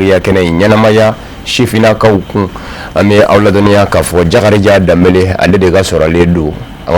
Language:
Bambara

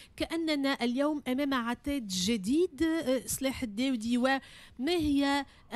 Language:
Tunisian Arabic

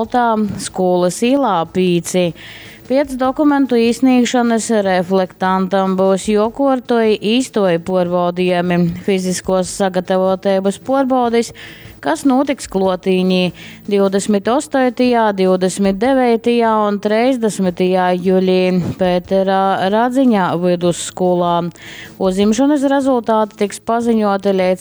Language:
Latgalian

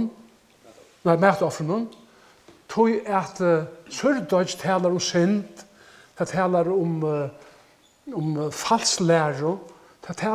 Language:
Faroese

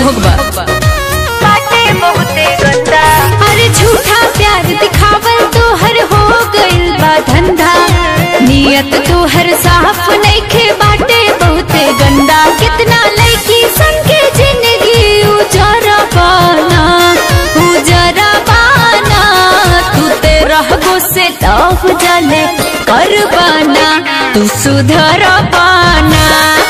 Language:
Bhojpuri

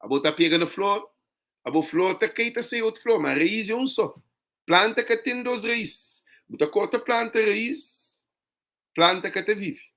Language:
Kabuverdianu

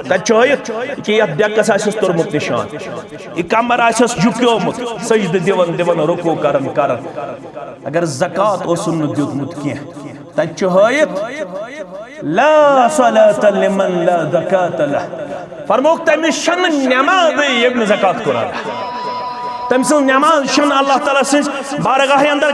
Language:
Kashmiri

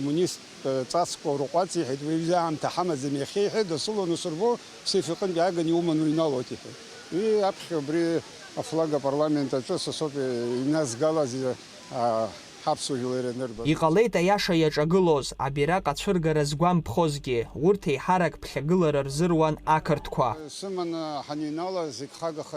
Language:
Abkhazian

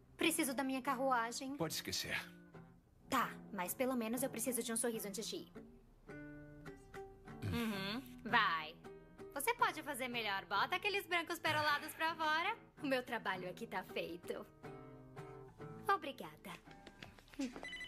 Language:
Portuguese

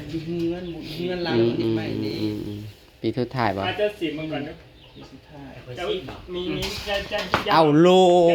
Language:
Northeastern Thai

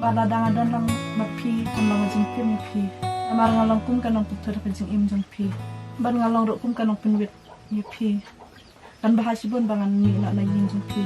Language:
Khasi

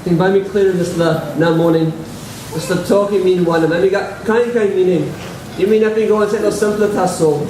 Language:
Tok Pisin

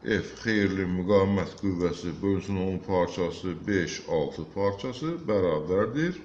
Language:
Azerbaijani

